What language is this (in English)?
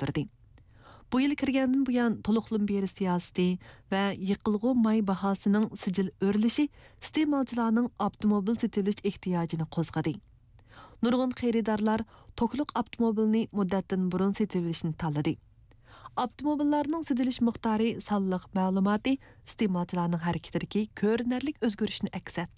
Uyghur